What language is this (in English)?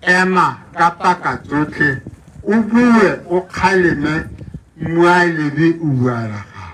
Tswana